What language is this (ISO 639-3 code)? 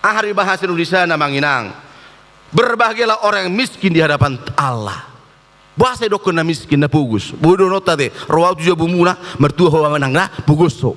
bbc